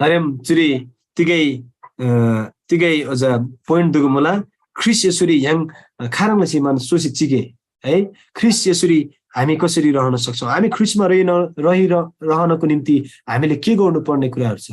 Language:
Eastern Tamang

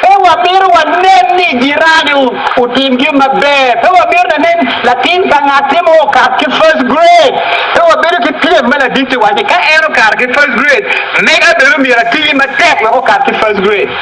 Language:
Acoli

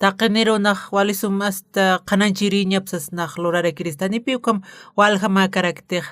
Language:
Aymara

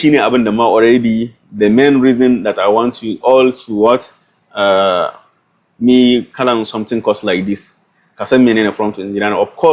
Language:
Hausa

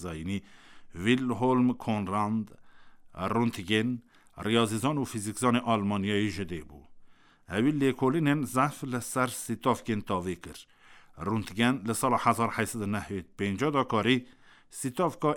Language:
Kurdish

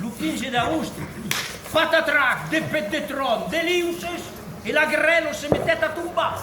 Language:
Occitan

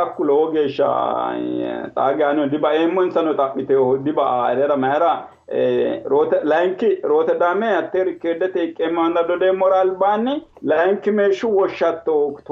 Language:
Sidamo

